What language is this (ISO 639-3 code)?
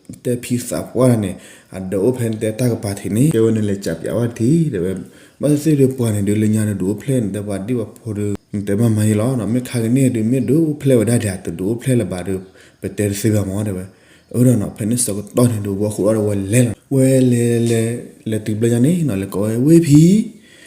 ksw